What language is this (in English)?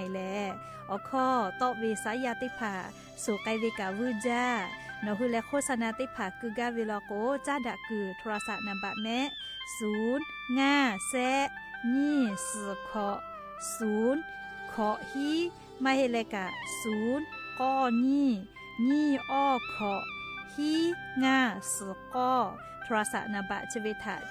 Lahu